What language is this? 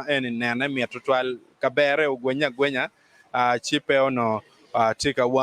Acoli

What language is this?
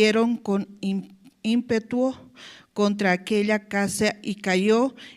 South Bolivian Quechua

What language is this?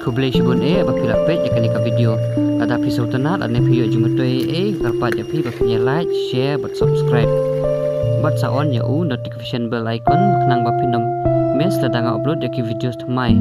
Khasi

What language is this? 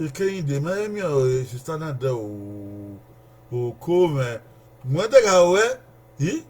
Bini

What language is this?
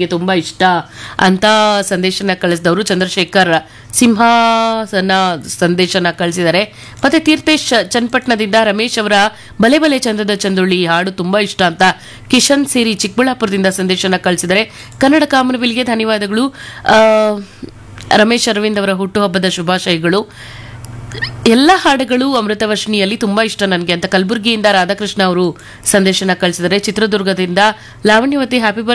Kannada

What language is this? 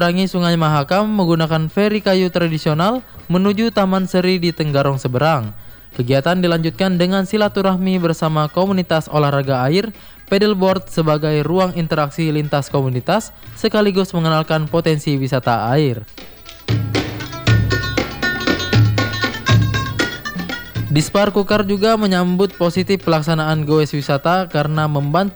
Indonesian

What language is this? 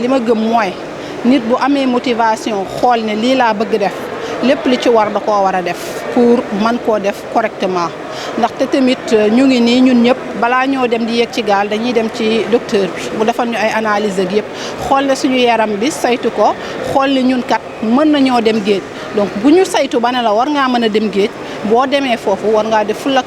Wolof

